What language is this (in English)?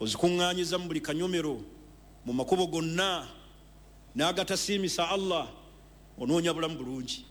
Ganda